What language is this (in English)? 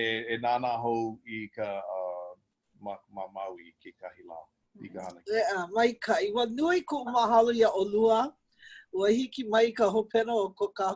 Hawaiian